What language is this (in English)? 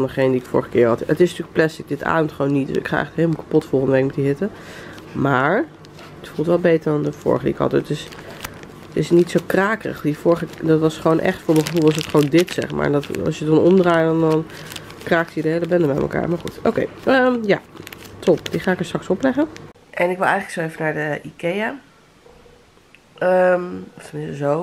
Dutch